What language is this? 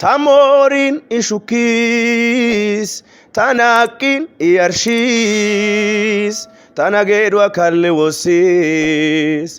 Amharic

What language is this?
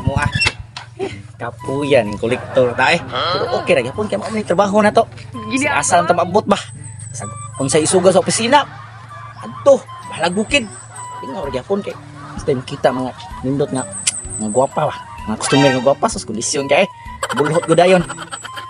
Cebuano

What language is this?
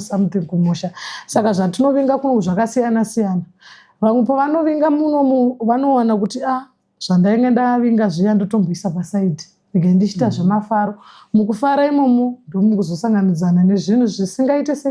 Shona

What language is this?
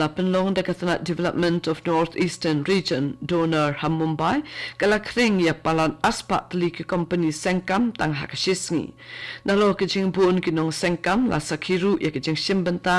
Khasi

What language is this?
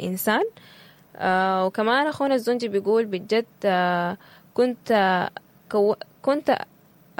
Sudanese Arabic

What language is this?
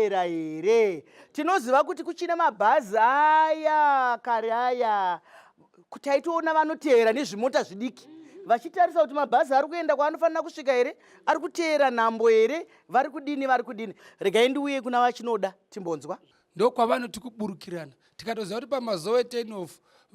Shona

